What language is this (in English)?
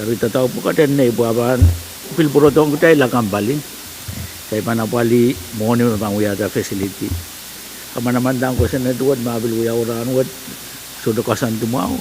Pohnpeian